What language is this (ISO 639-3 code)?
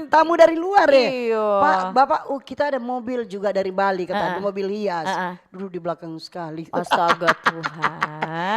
xmm